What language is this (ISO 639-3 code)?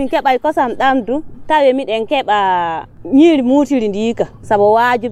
fuv